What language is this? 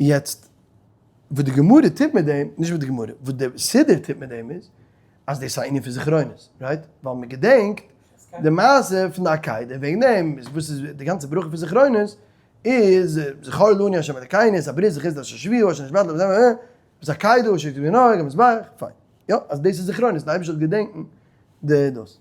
Yiddish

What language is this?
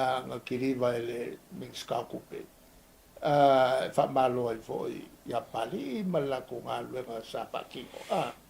Samoan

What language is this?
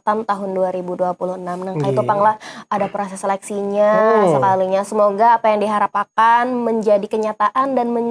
Banjar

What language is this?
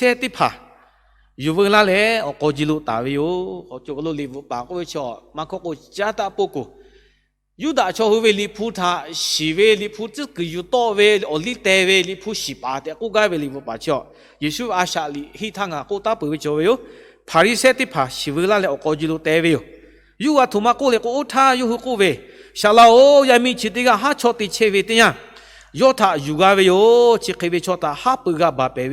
Lahu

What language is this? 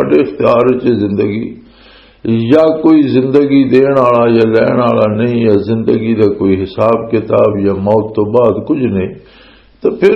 Western Panjabi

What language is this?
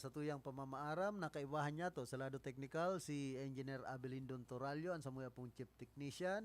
Bikol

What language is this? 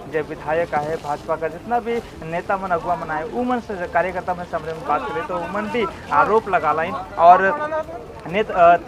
Sadri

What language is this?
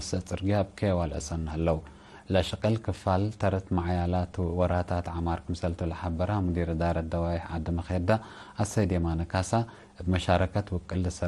Tigre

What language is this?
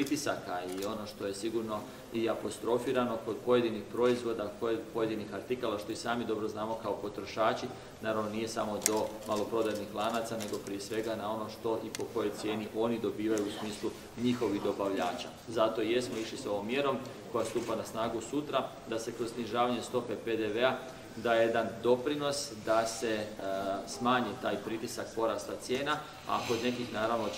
Croatian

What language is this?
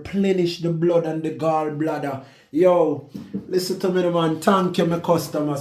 Jamaican Creole English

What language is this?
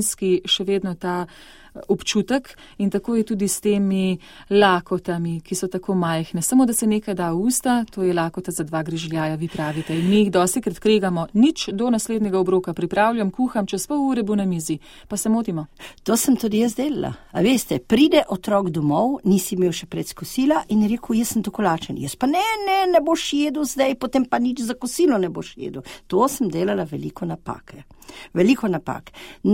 Slovenian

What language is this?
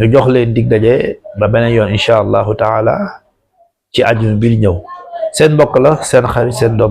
Wolof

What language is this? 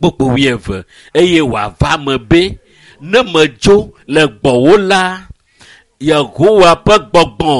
Ewe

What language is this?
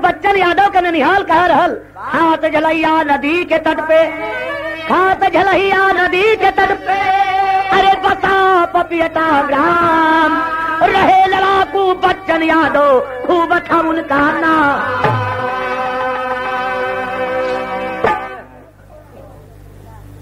Bhojpuri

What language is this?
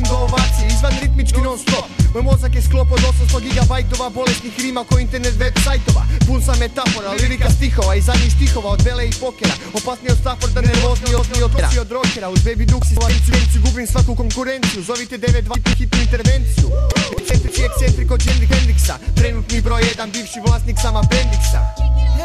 Croatian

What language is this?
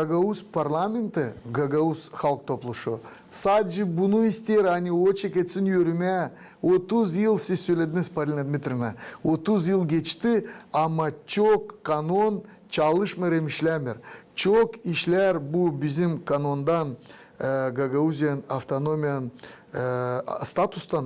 Gagauz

